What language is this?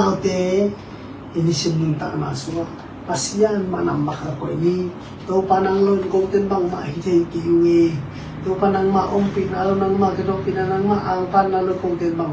Tedim Chin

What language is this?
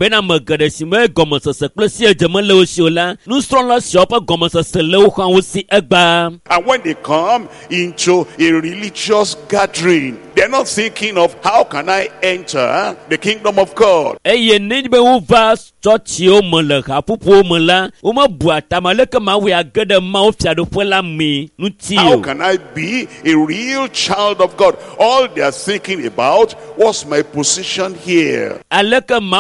Ewe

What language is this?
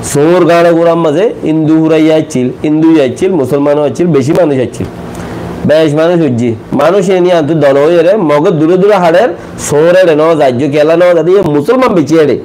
Rohingya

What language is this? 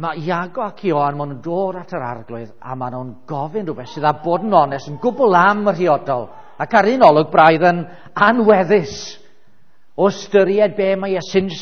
Welsh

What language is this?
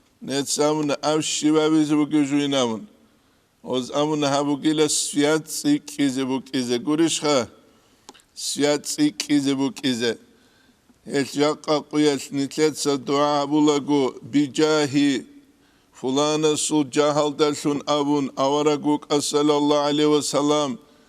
Avaric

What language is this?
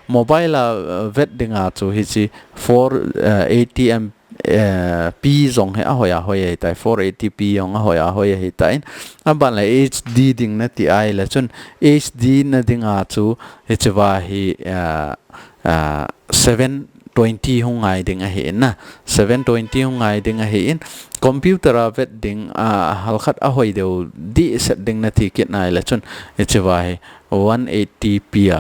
Thado Chin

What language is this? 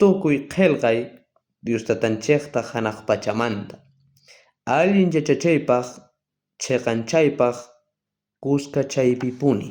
South Bolivian Quechua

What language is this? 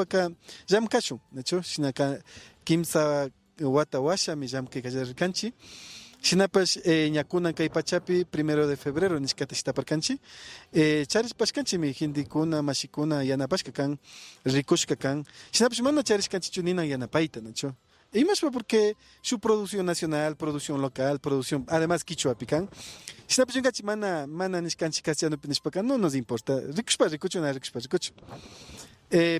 Imbabura Highland Quichua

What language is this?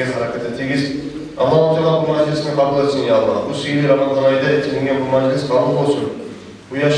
Kumyk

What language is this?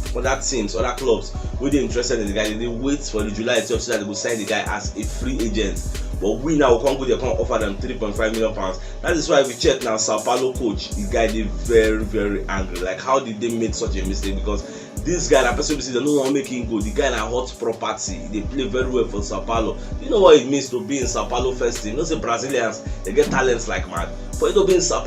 Nigerian Pidgin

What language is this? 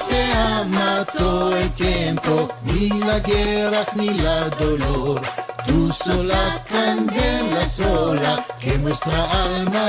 Ladino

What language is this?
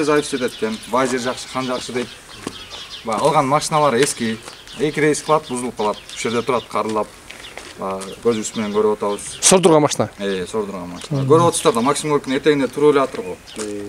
Kyrgyz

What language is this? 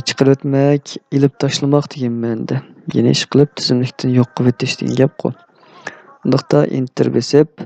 Uyghur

